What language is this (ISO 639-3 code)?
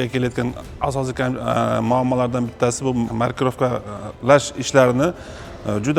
uzb